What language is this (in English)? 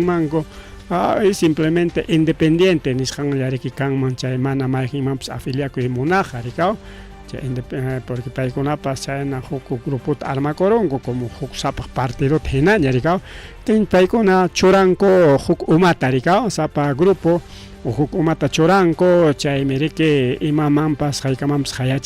Ayacucho Quechua